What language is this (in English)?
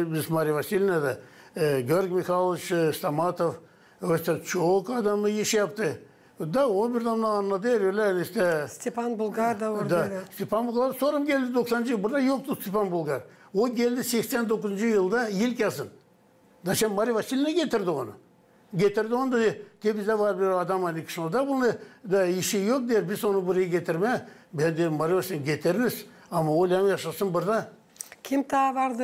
Gagauz